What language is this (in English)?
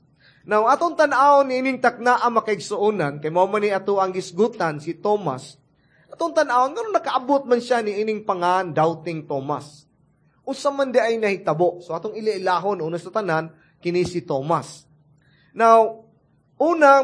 Cebuano